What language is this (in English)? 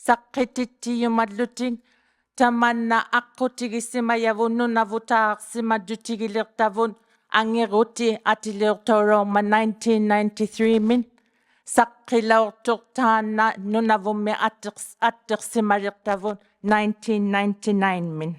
Inuktitut